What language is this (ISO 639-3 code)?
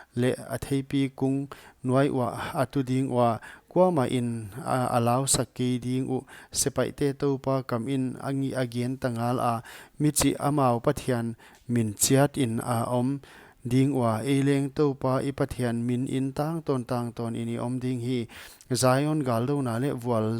pck